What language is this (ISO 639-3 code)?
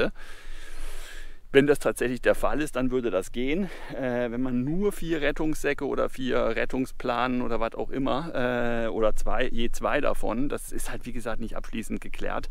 deu